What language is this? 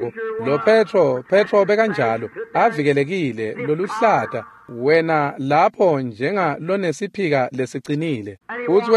Swati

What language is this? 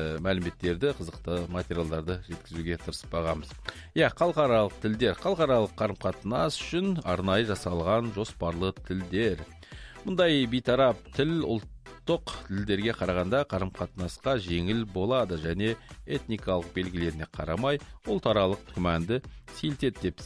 Kazakh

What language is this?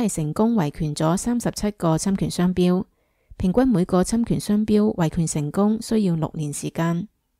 Cantonese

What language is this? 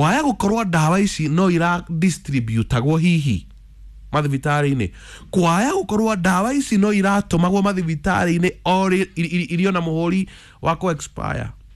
Kikuyu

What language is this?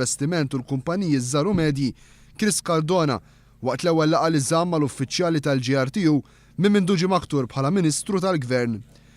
Maltese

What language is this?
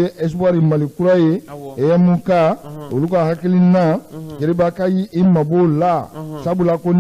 Bambara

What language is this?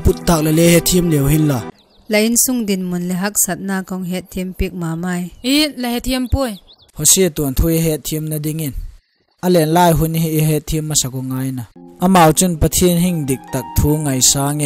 Vaiphei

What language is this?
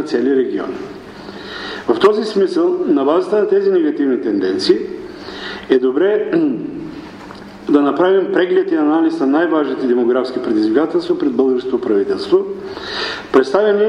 Bulgarian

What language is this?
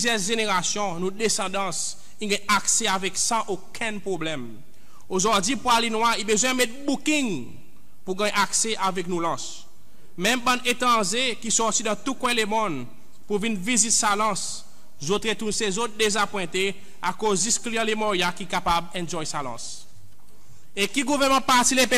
Seselwa Creole French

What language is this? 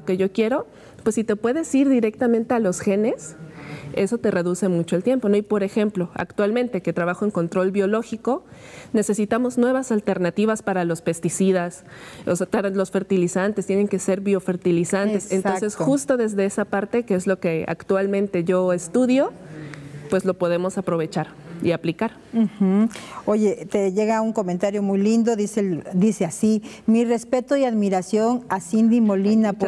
Spanish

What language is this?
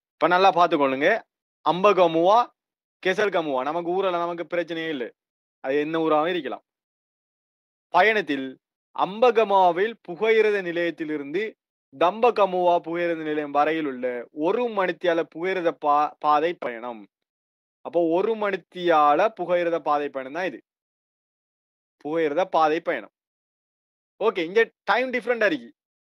Tamil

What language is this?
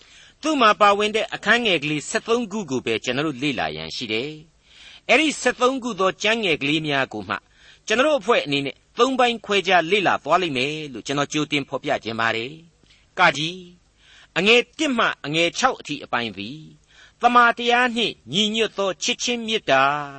Burmese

